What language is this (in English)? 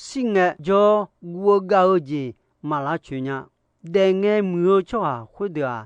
Akha